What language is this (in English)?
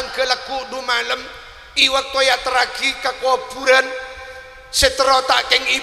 Madurese